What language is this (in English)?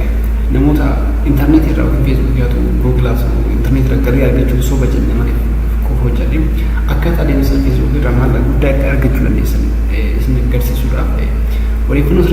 Oromo